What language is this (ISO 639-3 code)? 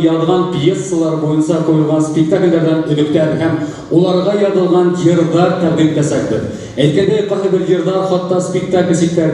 bak